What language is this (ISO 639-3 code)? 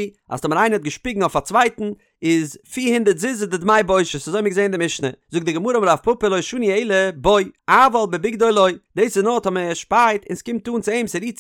yid